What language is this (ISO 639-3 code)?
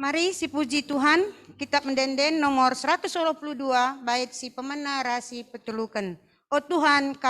btx